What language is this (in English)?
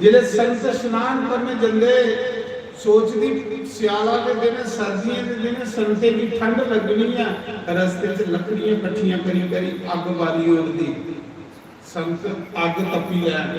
Dogri